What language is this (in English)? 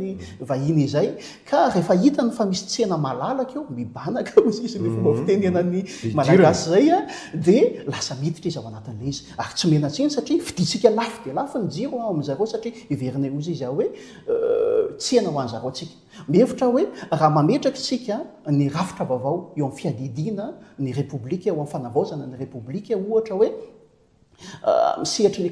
Malagasy